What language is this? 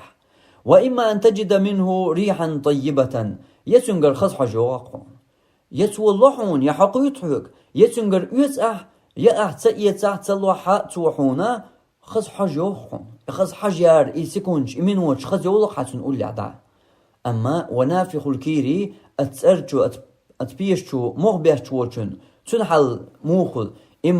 Chechen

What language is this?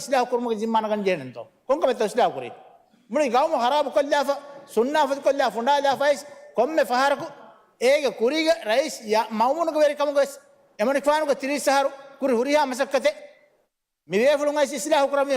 Divehi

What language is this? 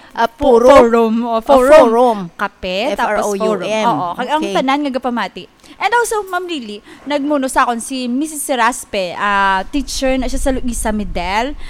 Hiligaynon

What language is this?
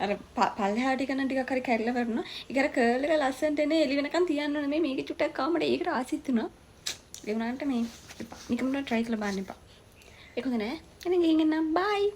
Sinhala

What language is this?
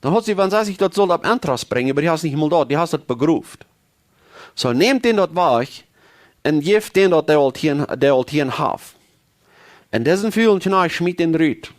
Plautdietsch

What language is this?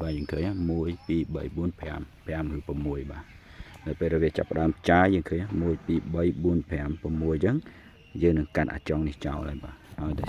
Khmer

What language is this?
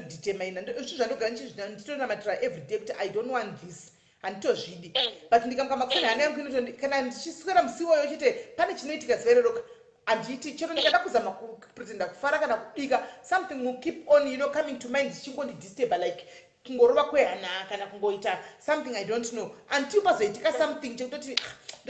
Shona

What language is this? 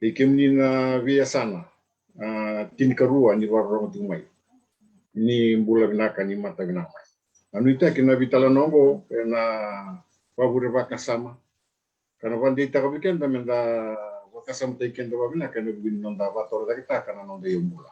Fijian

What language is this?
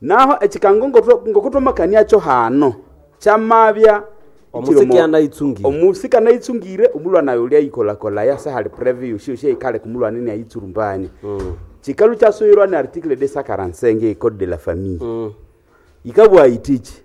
Nande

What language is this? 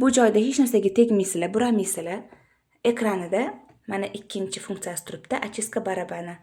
Uzbek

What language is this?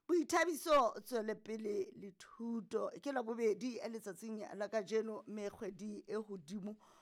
Southern Sotho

